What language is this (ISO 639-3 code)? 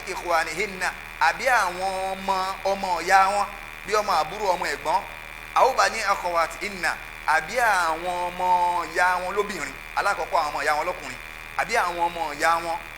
yor